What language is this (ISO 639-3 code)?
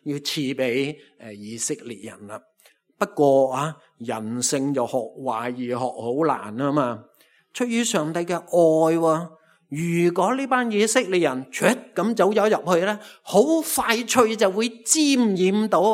yue